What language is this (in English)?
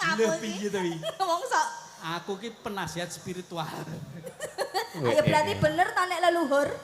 Javanese